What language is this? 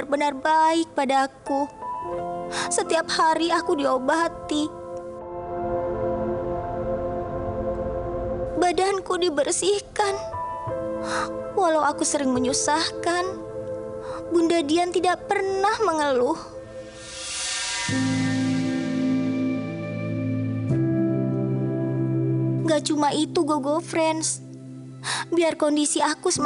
Indonesian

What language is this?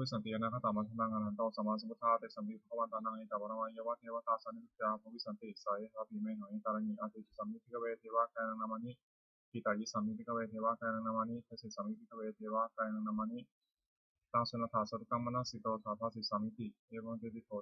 Pali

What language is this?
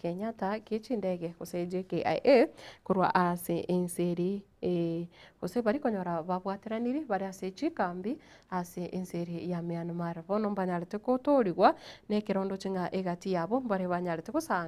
Gusii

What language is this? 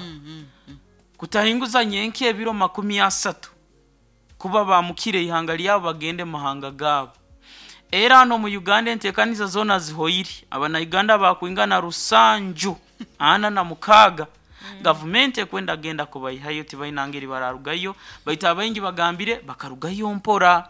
Nyoro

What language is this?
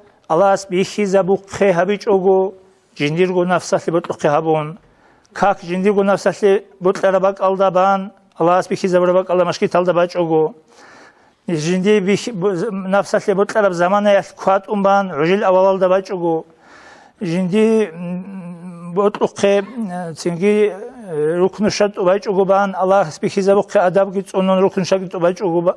Avaric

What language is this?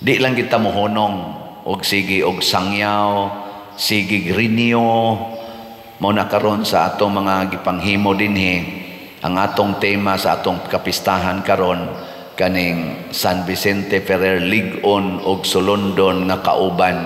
Cebuano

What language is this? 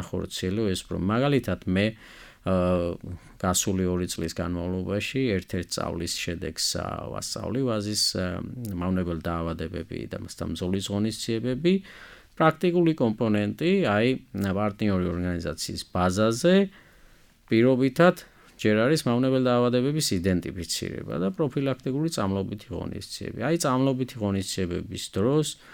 Georgian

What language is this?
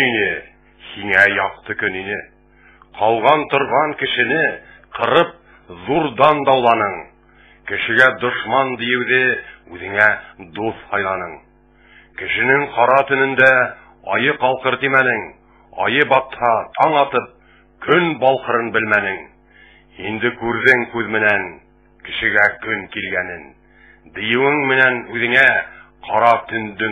Bashkir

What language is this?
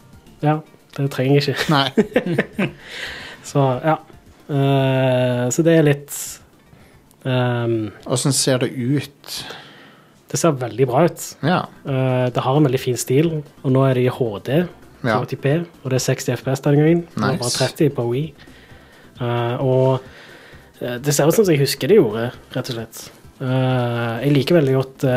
Norwegian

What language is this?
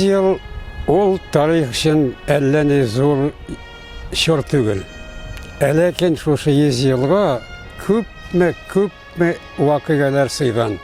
Tatar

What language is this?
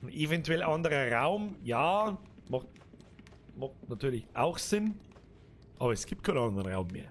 Bavarian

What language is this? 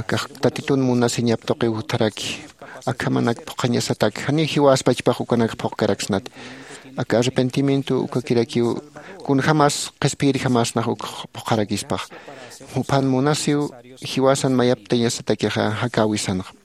Aymara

